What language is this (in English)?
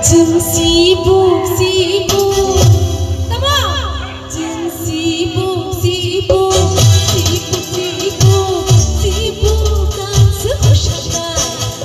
Kok Borok